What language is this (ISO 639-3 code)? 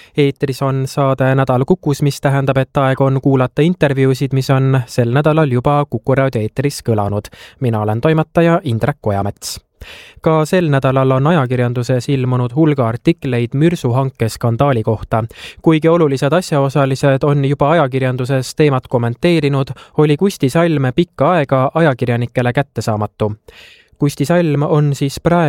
est